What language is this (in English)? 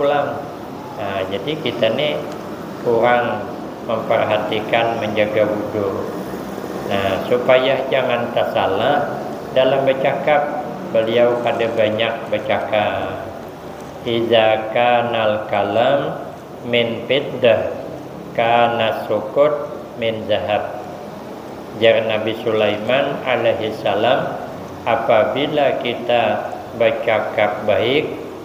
Banjar